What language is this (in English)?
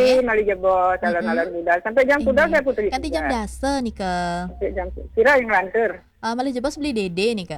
Balinese